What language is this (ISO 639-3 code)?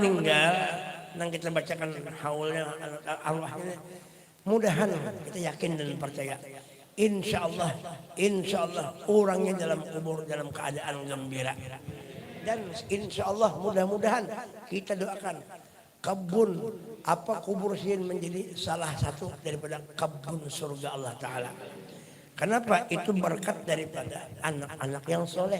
bjn